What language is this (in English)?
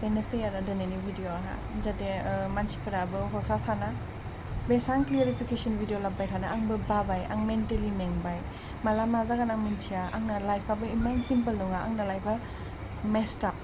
Bodo